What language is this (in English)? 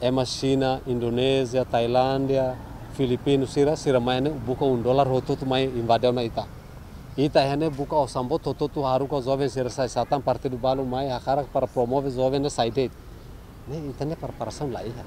Tetum